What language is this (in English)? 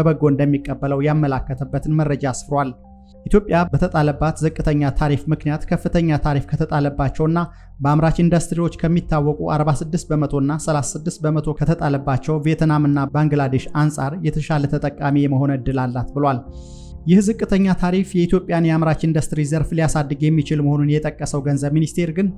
Amharic